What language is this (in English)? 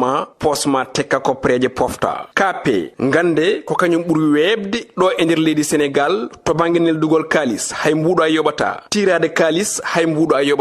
Fula